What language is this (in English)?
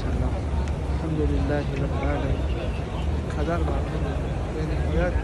Tajik